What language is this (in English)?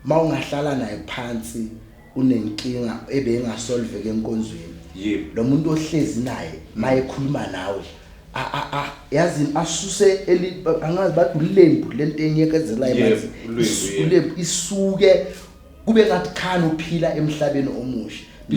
Zulu